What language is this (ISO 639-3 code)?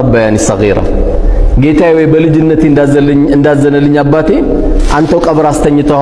amh